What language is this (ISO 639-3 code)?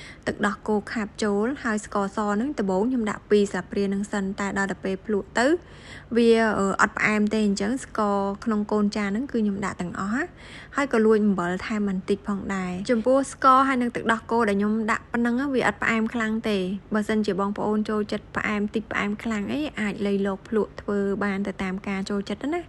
khm